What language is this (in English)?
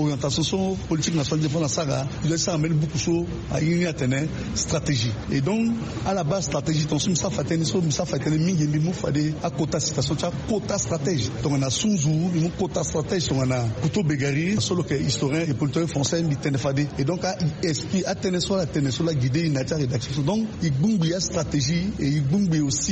Sango